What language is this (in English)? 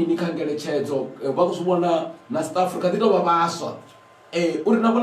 Venda